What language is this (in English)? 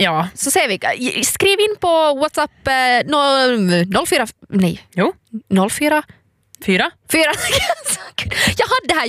Swedish